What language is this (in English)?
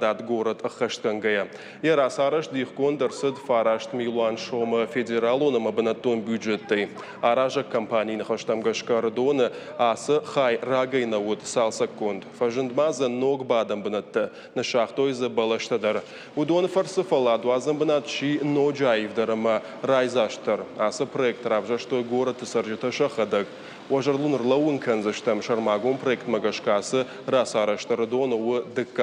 Ossetic